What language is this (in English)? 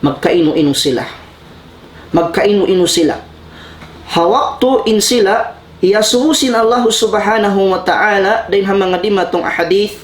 Tausug